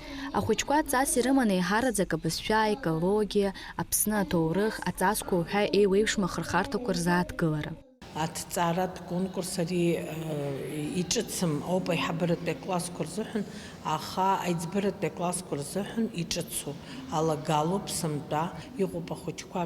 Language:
Abkhazian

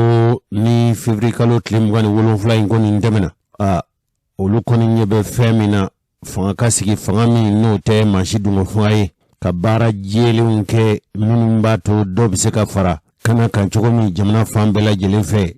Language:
Bambara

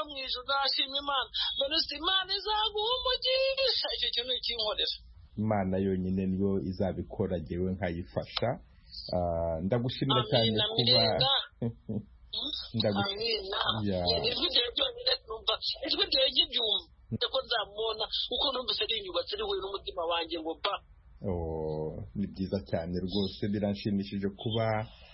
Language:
Kinyarwanda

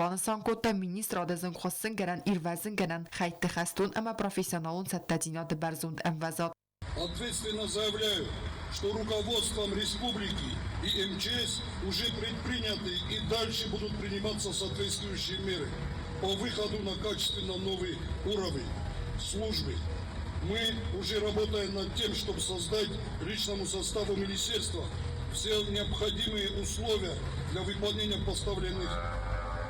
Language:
Ossetic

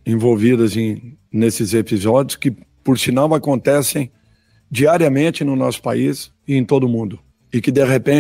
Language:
Portuguese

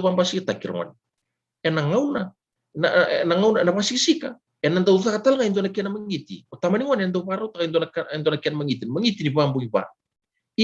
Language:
Fijian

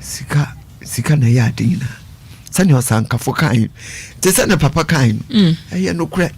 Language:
Akan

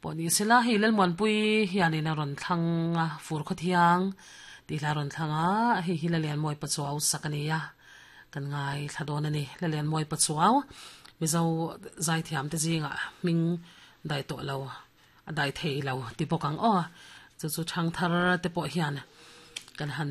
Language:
Mizo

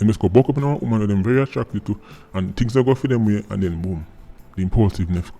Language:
Jamaican Creole English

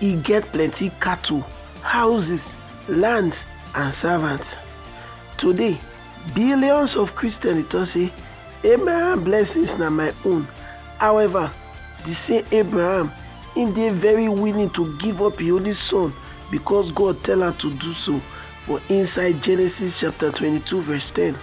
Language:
Nigerian Pidgin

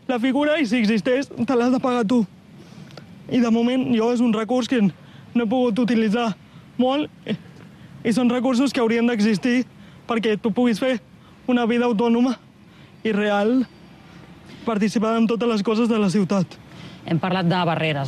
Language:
Catalan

